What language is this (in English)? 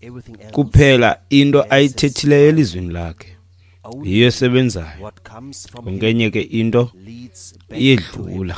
Xhosa